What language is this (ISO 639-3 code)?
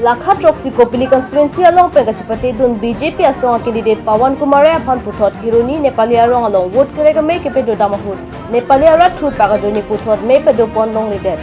mjw